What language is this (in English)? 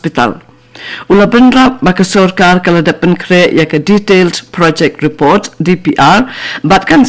Khasi